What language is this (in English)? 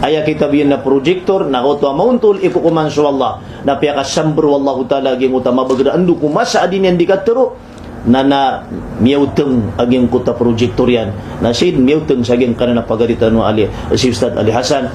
Maranao